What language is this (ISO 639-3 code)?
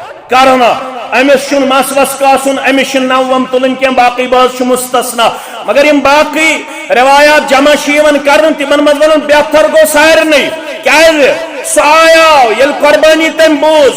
kas